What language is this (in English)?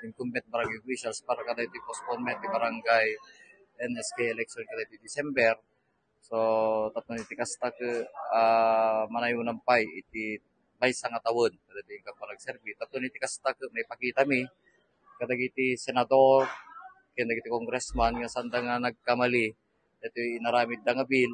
Iloko